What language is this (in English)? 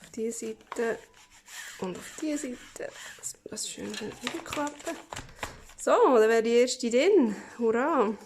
Swiss German